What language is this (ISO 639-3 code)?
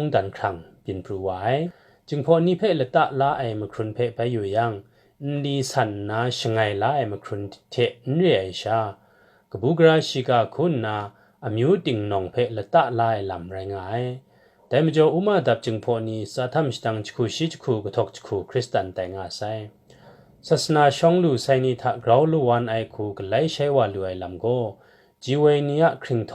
kac